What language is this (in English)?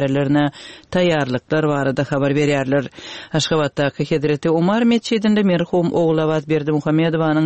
Turkmen